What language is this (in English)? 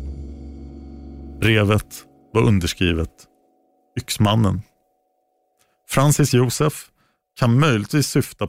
Swedish